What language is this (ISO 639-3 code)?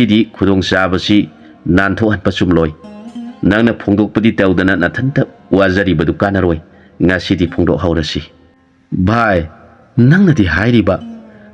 mni